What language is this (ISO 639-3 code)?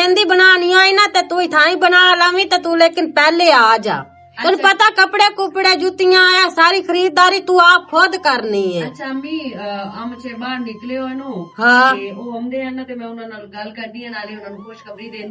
lah